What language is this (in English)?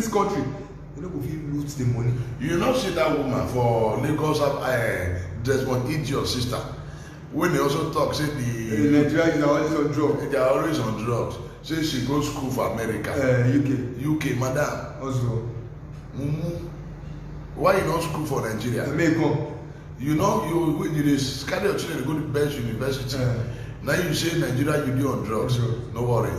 Nigerian Pidgin